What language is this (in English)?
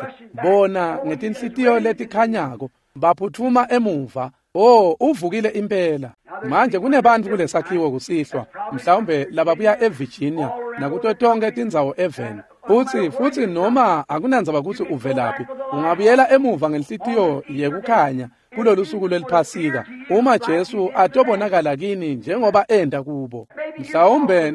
Swati